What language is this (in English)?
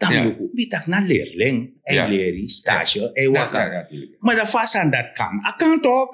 Sranan Tongo